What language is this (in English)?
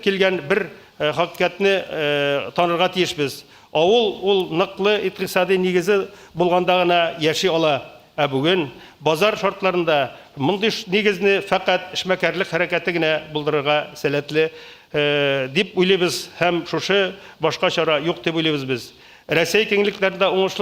Tatar